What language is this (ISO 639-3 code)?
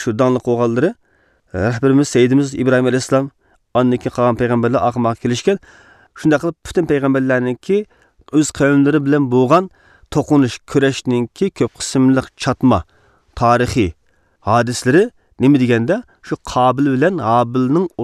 uig